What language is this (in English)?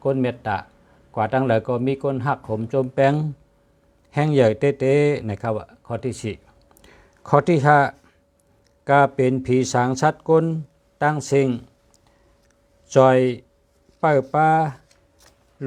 Shan